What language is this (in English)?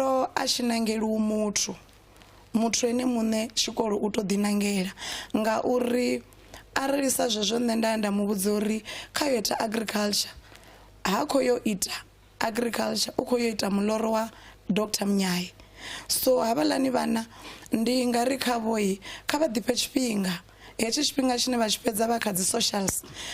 Venda